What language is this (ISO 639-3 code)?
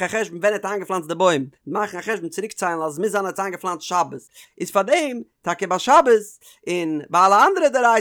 yid